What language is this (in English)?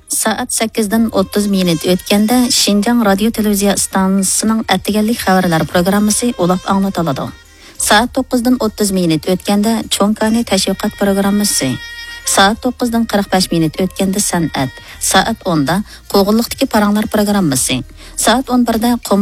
Uyghur